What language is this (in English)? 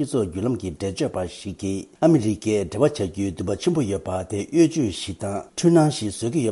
Tibetan